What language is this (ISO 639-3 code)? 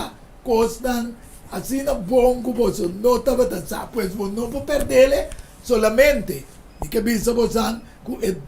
pap